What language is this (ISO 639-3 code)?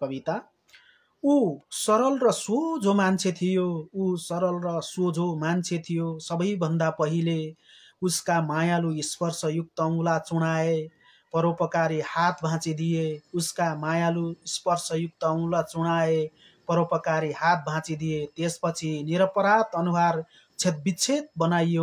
nep